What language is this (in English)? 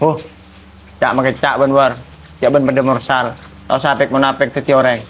Madurese